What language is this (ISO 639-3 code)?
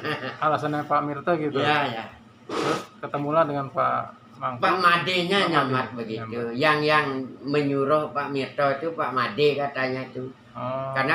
ind